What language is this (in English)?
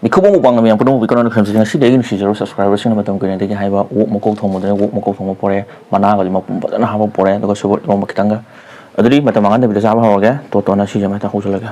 Manipuri